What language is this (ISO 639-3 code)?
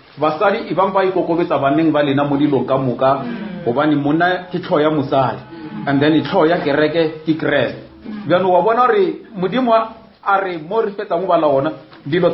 nso